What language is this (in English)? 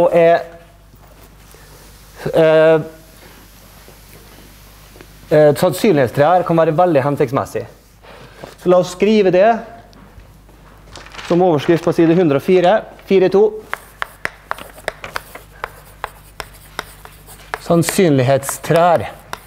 Norwegian